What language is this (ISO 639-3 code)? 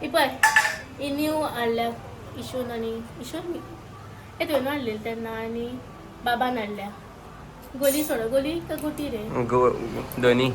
kok